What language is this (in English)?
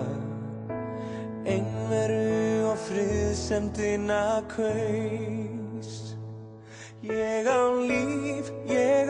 Icelandic